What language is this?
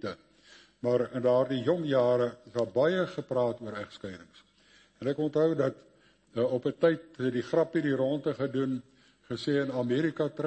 Afrikaans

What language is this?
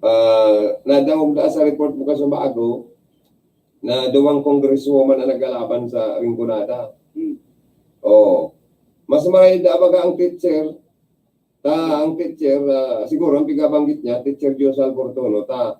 Bikol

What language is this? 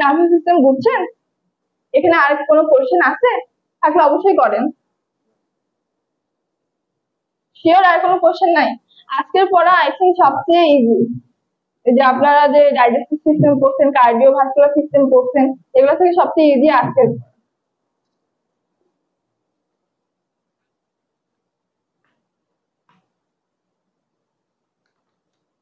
Bangla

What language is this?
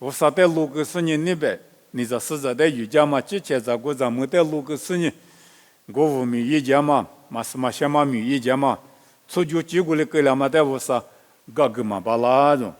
Lisu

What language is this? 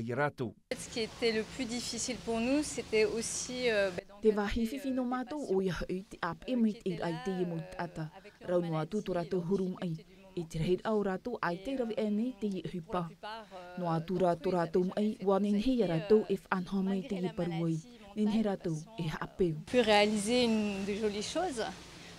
Tahitian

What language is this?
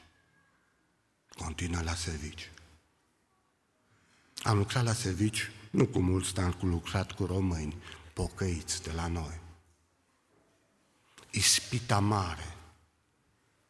Romanian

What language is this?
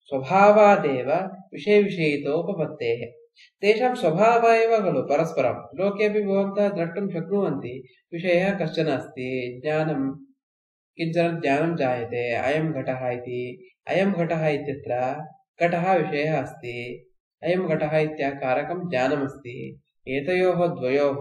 Sanskrit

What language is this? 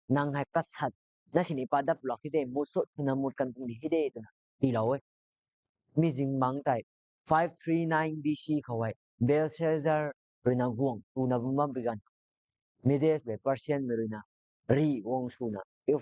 Rongmei Naga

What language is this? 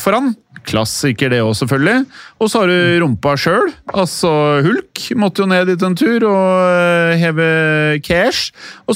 Norwegian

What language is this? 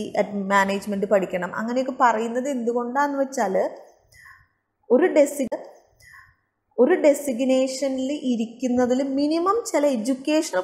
Malayalam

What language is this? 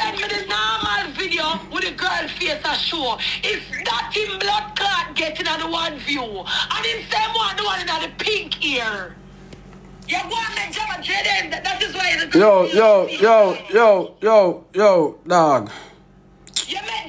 Jamaican Creole English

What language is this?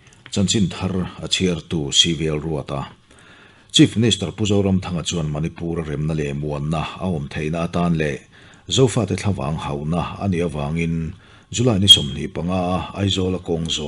Mizo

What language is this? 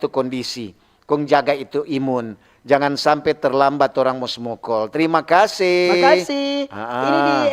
Manado Malay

